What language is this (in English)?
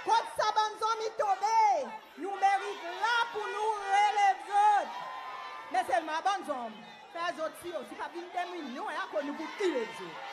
Seselwa Creole French